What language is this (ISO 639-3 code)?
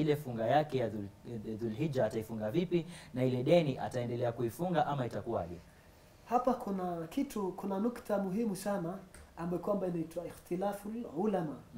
swa